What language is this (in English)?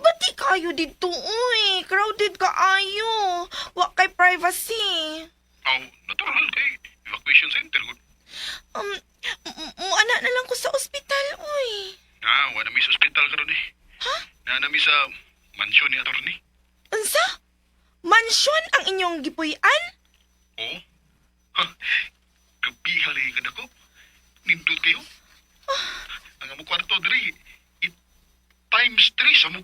Cebuano